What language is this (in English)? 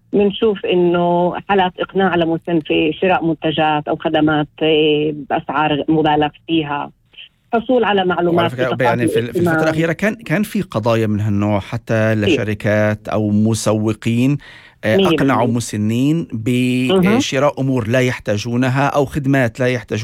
North Levantine Arabic